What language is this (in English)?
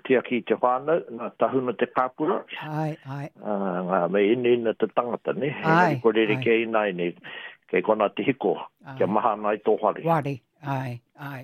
Māori